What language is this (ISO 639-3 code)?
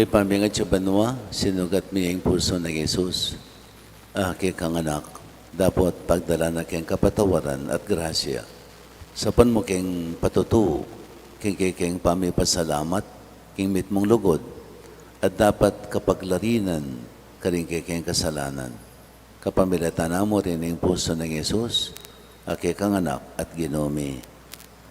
pam